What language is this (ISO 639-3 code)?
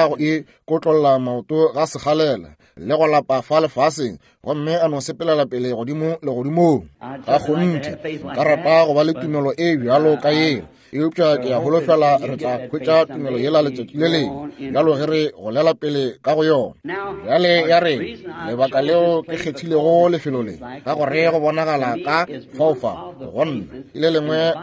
nso